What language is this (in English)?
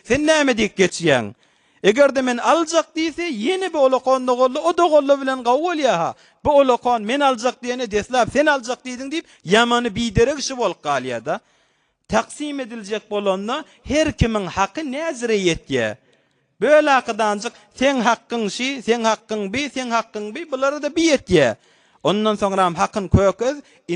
Turkmen